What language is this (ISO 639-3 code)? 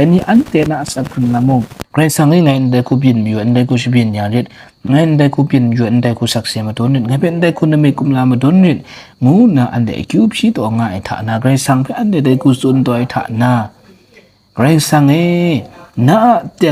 kac